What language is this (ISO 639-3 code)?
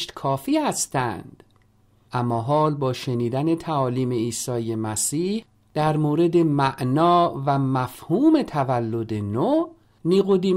fas